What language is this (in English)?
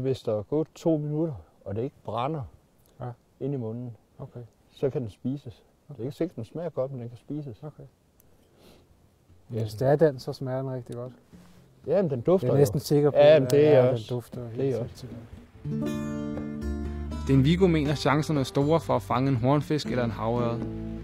Danish